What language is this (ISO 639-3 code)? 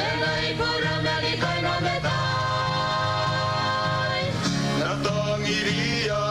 gil